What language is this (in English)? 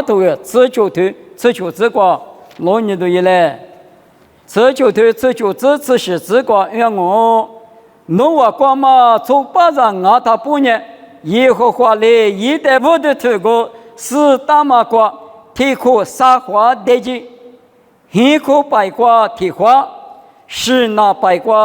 Lisu